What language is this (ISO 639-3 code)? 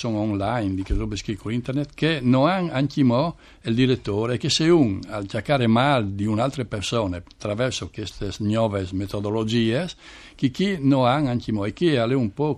fur